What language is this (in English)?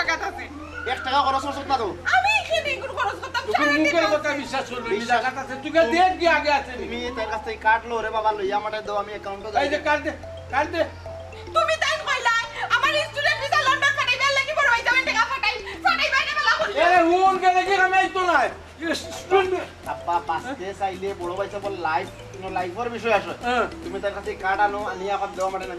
Sylheti